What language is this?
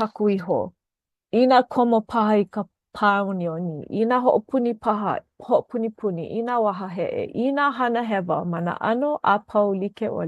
Hawaiian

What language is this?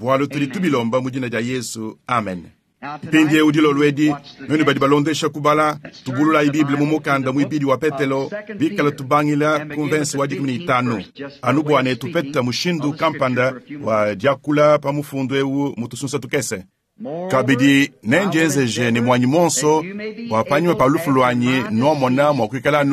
Luba-Lulua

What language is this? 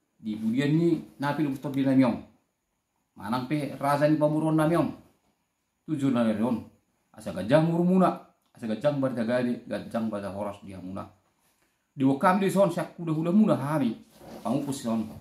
Batak Toba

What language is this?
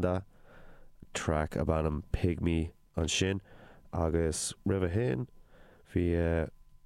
Irish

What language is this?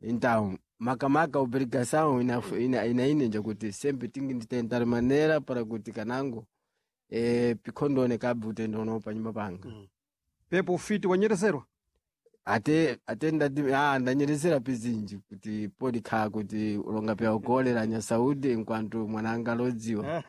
Sena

